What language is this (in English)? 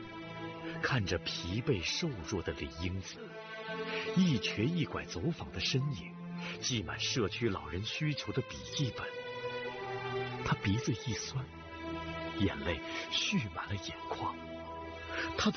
Chinese